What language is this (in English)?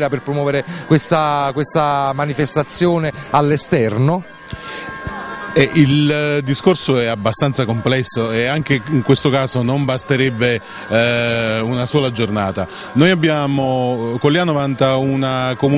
Italian